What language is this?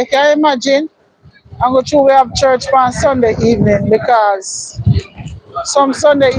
Jamaican Creole English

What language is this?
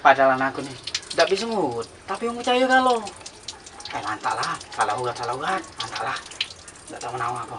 Musi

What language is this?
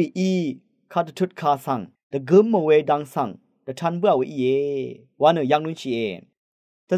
Rawang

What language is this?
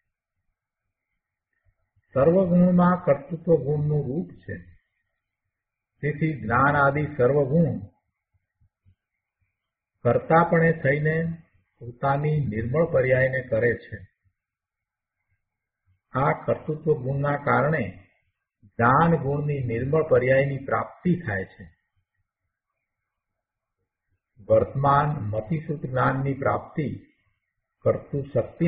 Gujarati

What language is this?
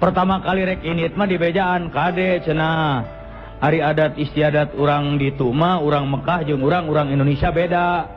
Sundanese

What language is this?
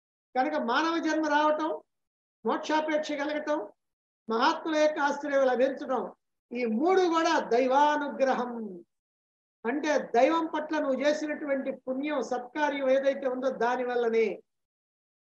Telugu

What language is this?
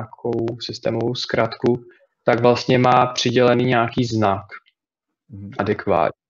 Czech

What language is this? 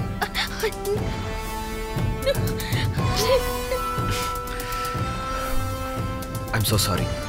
Tamil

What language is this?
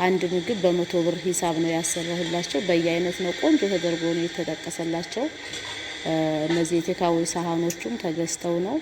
Amharic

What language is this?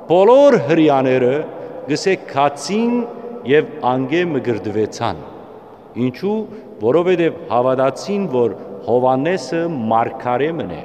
Western Armenian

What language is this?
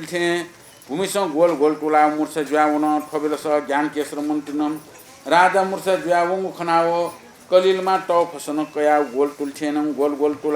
Newari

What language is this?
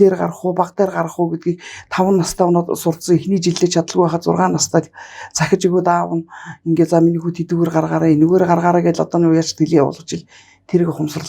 Mongolian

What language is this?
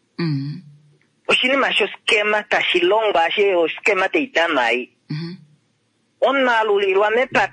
Kuanyama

